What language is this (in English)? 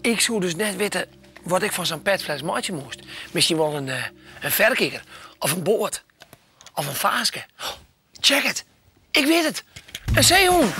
Western Frisian